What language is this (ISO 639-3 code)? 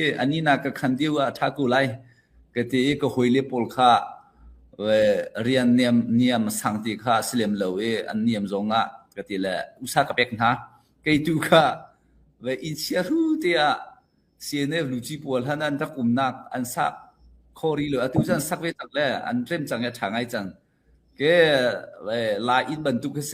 cnh